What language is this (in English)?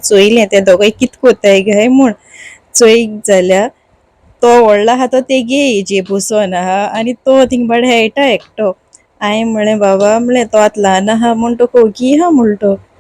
Konkani